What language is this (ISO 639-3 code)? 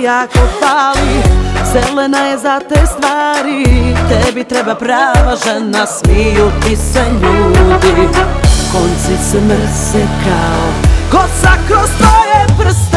hrv